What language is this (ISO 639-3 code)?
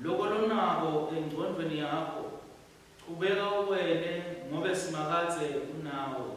ssw